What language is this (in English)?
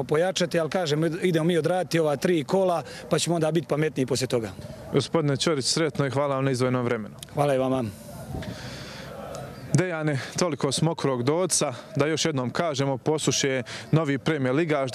Croatian